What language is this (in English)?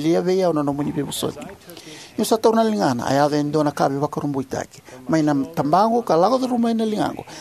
Fijian